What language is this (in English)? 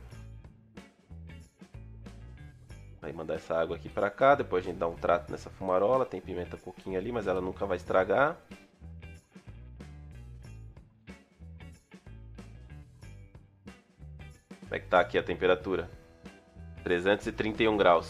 Portuguese